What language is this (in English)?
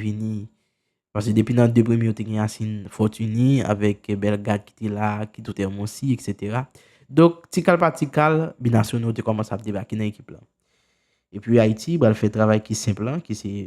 Haitian Creole